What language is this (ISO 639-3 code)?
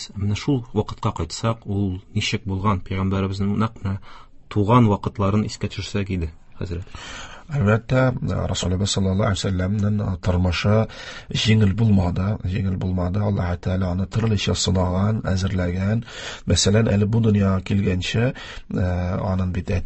tat